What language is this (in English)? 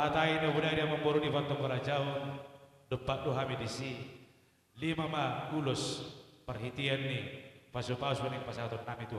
Batak Toba